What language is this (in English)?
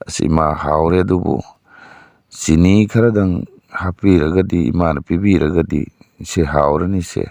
Manipuri